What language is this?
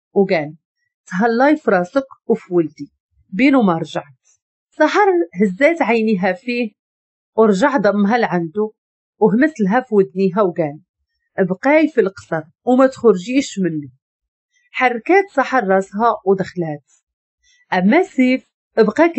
Moroccan Arabic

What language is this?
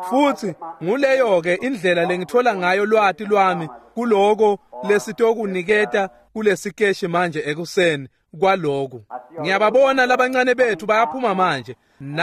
Swati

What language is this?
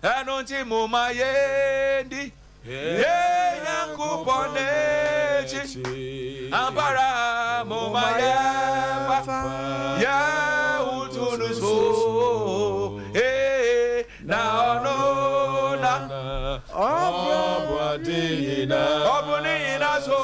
Akan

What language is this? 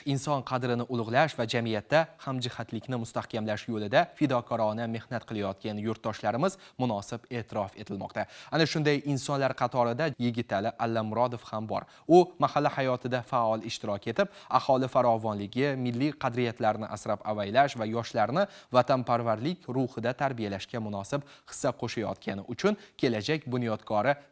Uzbek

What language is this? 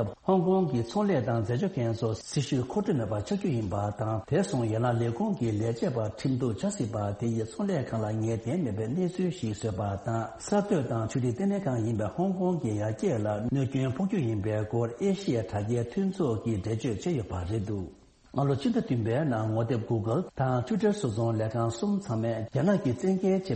Tibetan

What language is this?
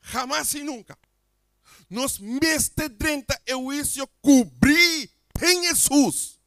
Papiamento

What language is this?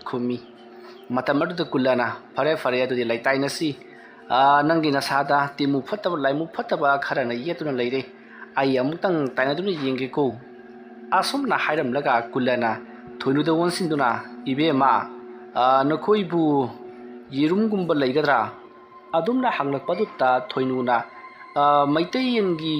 Manipuri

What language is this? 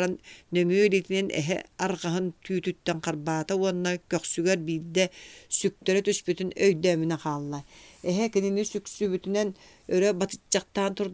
Yakut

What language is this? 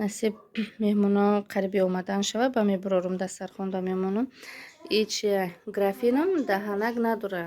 Tajik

